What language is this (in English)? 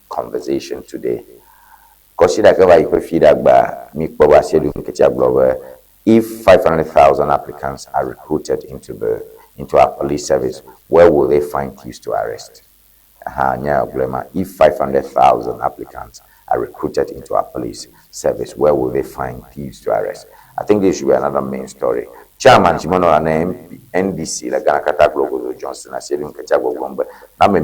Ewe